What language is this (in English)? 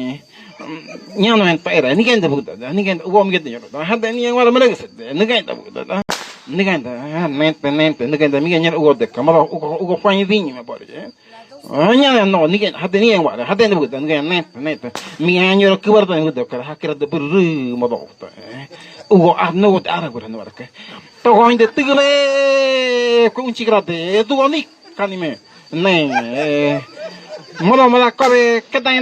Ngäbere